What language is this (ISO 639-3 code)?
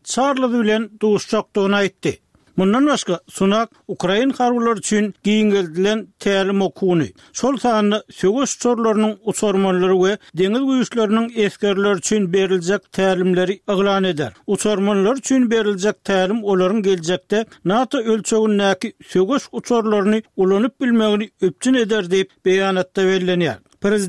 tuk